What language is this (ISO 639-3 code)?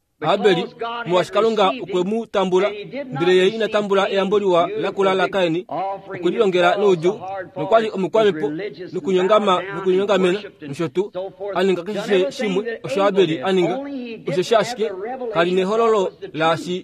kua